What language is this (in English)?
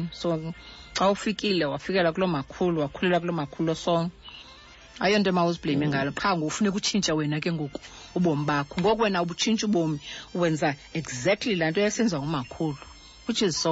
Xhosa